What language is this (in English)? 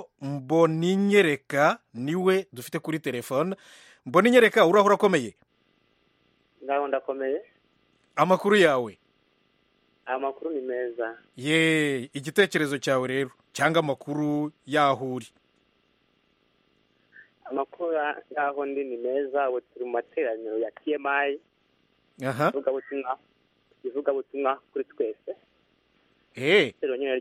Kinyarwanda